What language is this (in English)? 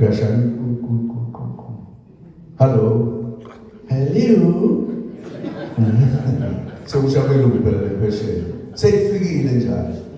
Zulu